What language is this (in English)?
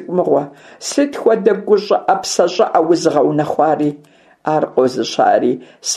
Kabardian